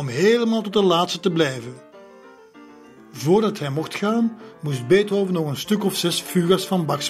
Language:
Dutch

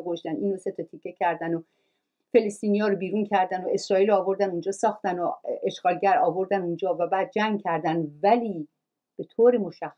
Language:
Persian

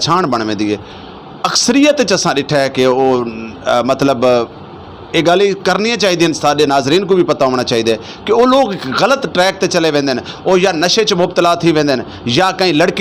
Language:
Saraiki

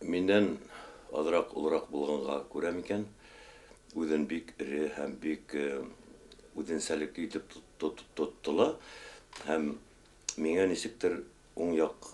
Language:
Bashkir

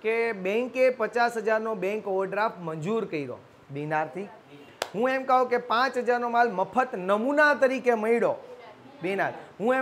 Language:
Gujarati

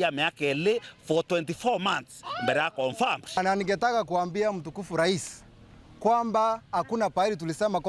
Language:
Meru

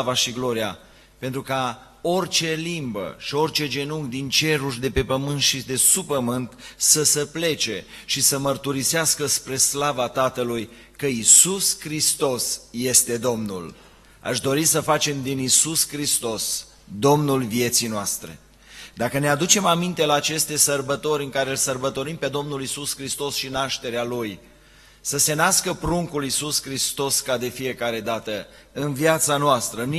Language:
Romanian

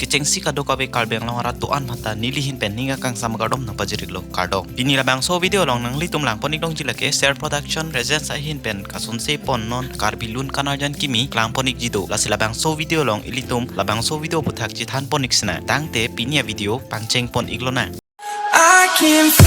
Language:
Karbi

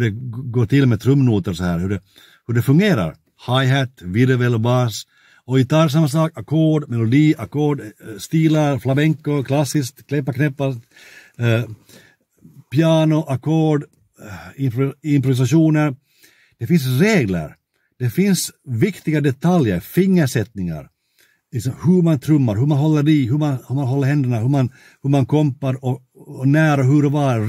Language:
Swedish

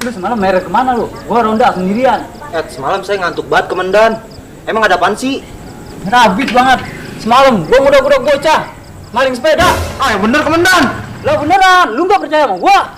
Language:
Betawi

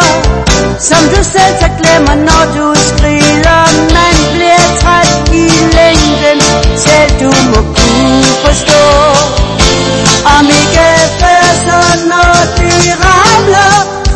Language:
Danish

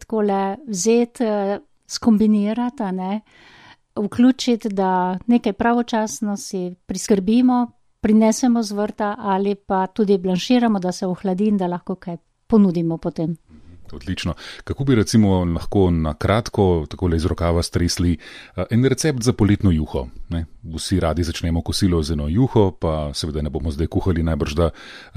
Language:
Slovenian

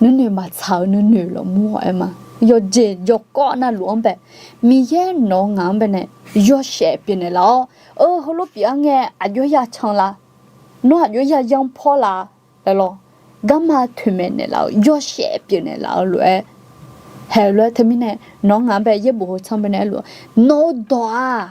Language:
Akha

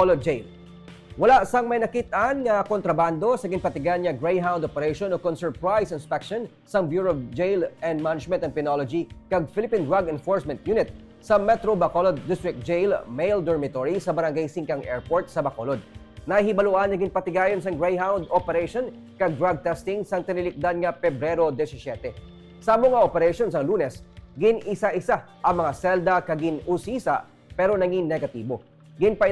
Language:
Hiligaynon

